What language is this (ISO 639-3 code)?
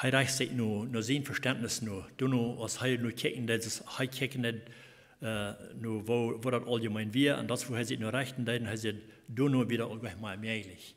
pdt